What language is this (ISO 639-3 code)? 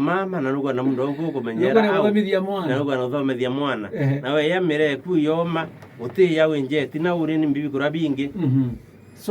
mer